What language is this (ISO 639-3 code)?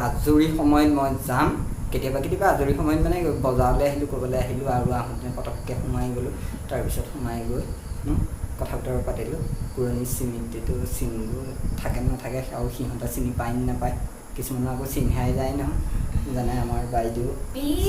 asm